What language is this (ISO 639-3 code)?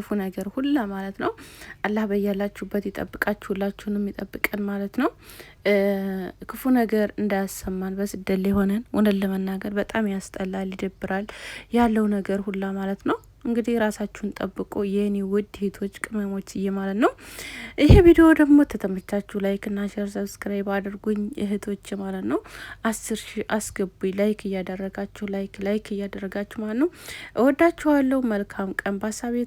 amh